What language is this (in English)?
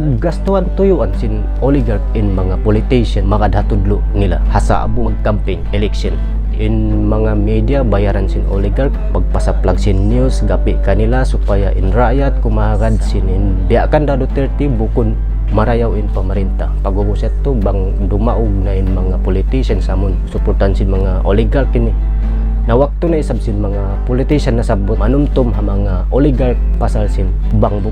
Tausug